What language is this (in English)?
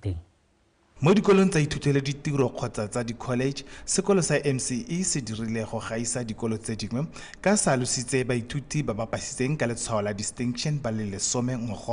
Tswana